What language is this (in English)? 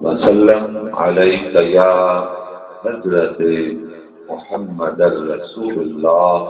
Saraiki